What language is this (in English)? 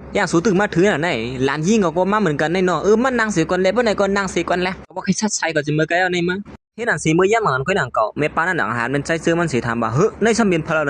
Shan